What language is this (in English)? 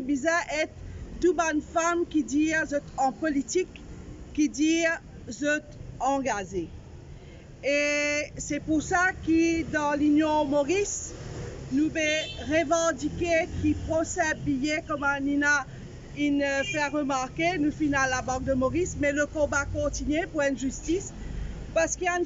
Morisyen